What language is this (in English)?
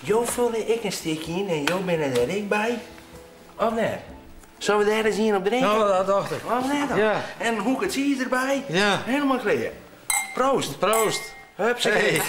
Western Frisian